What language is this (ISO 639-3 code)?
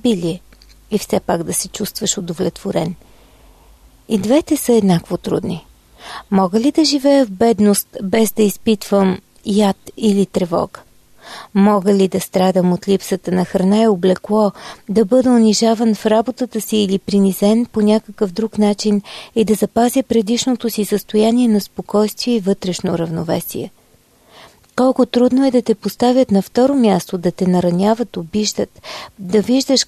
bul